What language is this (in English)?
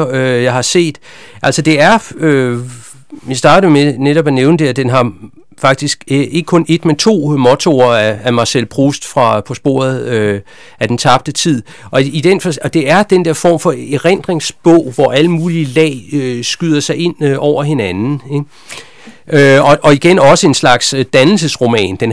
Danish